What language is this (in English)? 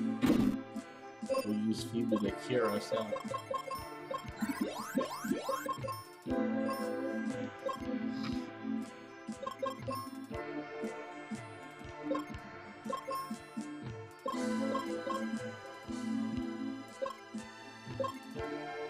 English